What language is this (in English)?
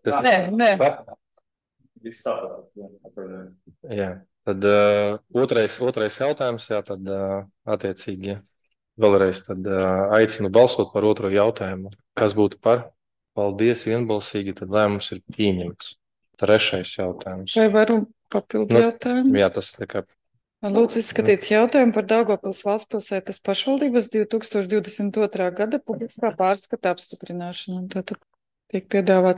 Latvian